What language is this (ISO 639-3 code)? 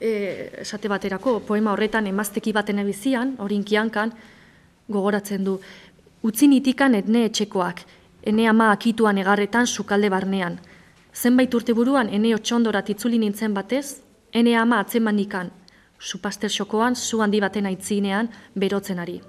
eus